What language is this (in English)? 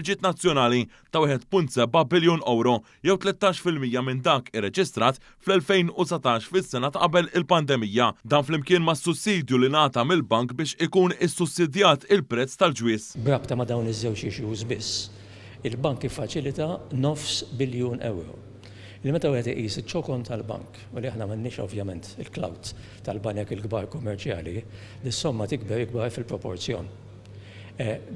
Maltese